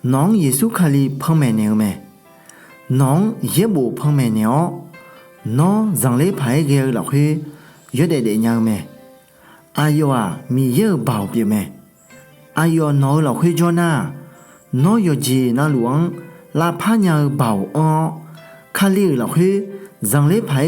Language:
Akha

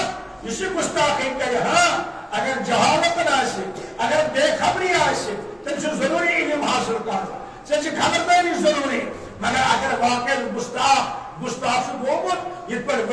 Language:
Kashmiri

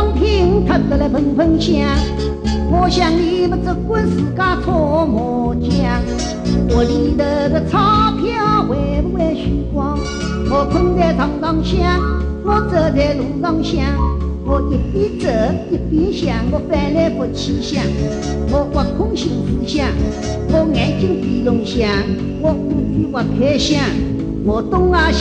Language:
Wu Chinese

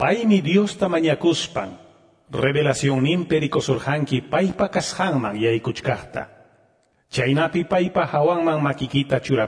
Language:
Quechua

